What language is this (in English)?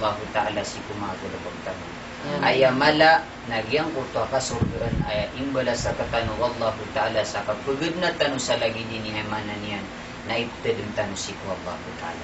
Maranao